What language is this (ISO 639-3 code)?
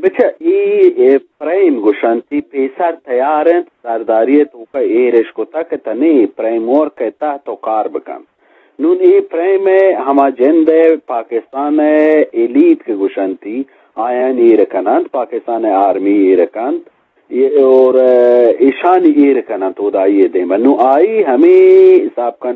bgp